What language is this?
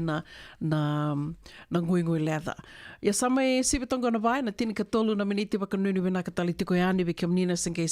Fijian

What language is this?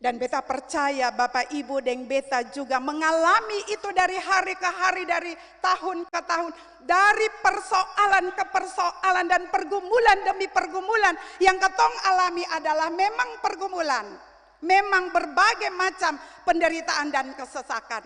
Ambonese Malay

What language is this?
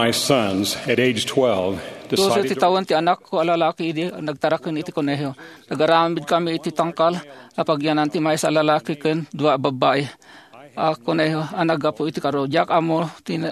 Iloko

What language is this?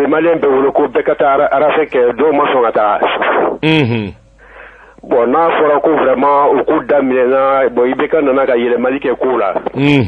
Bambara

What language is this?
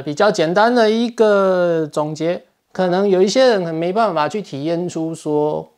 Chinese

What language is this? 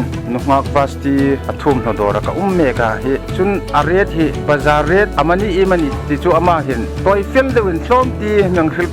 Hmar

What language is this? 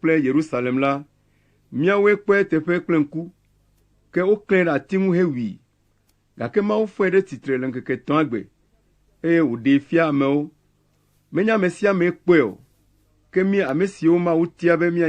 Ewe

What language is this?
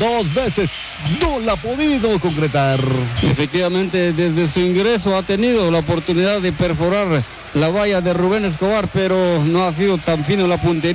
Spanish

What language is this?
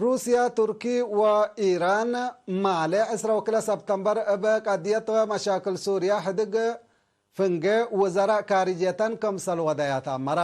Tigre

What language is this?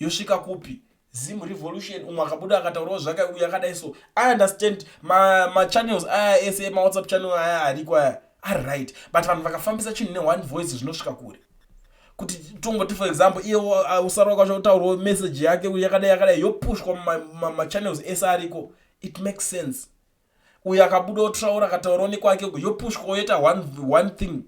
Shona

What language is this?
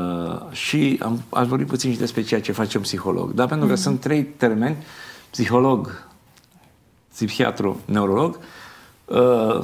Romanian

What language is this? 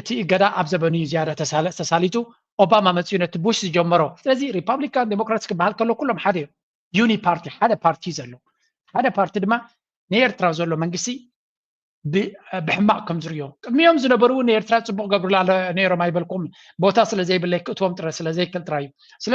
Tigrinya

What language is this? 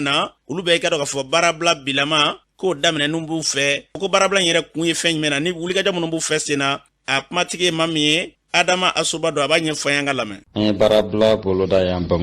Bambara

